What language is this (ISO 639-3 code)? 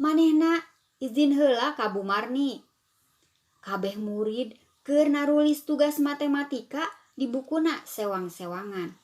sun